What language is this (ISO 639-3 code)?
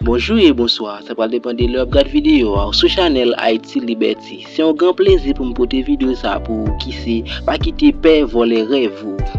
hat